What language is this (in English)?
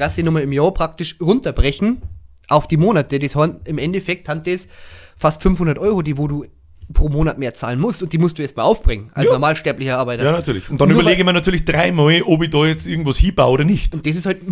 Bavarian